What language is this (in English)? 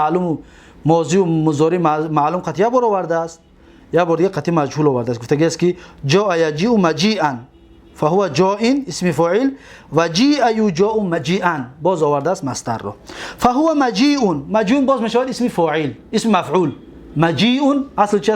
Tajik